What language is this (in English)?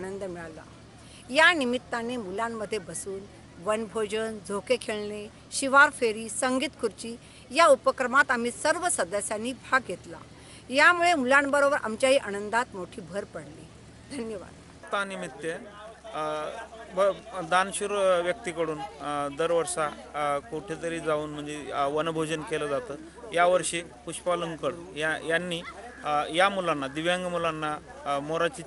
Marathi